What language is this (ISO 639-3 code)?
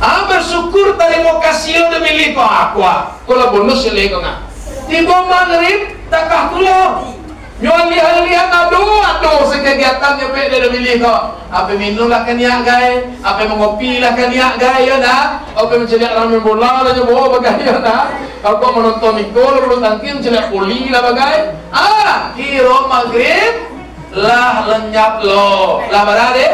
min